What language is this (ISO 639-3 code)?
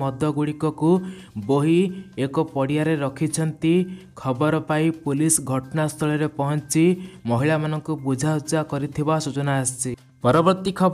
ori